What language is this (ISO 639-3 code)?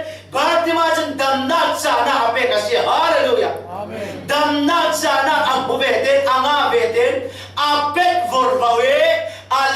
cfm